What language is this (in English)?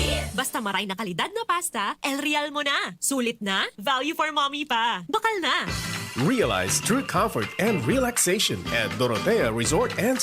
Bikol